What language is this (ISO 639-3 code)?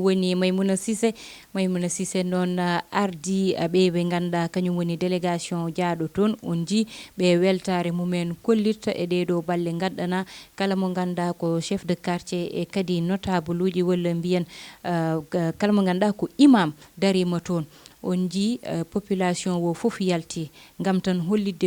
ful